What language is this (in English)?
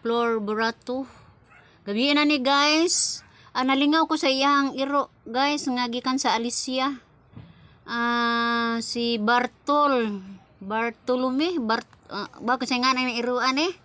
Cebuano